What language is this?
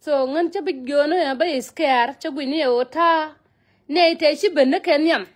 Nuer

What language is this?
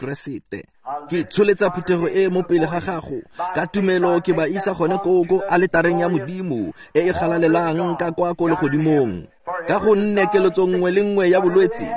Tswana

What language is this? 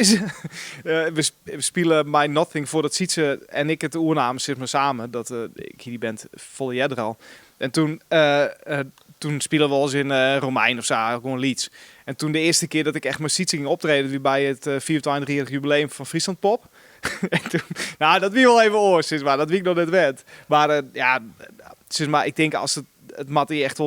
Western Frisian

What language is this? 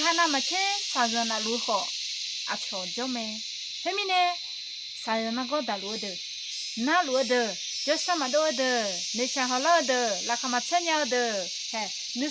Akha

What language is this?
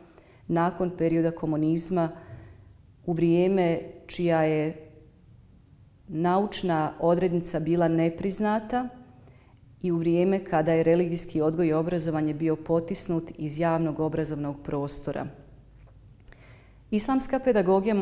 Bosnian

